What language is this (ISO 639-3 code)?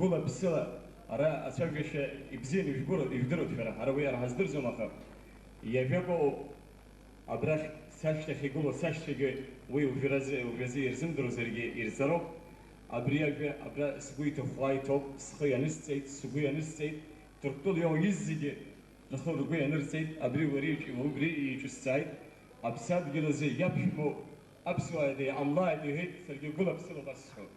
abk